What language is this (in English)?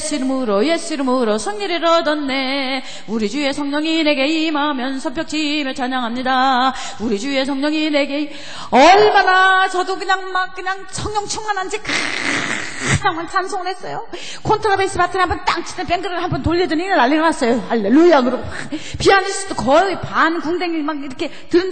Korean